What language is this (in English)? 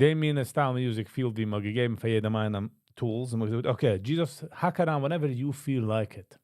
Yiddish